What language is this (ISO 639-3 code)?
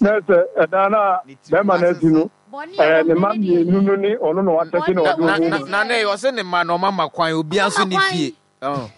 aka